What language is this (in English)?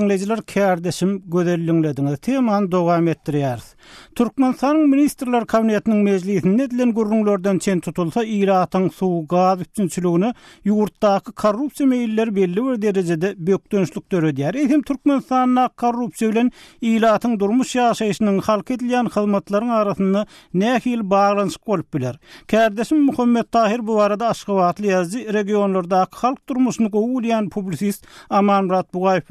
Turkmen